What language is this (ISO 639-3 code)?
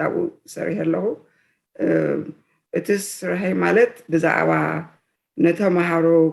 tir